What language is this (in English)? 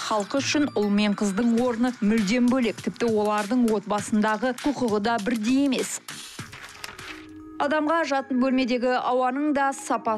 Kazakh